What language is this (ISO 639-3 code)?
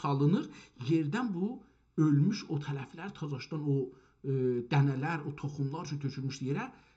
azb